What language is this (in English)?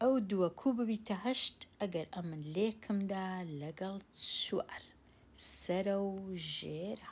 Central Kurdish